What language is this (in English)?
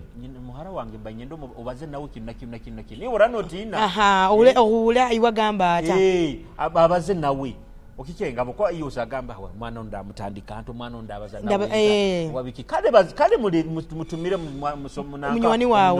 Nyoro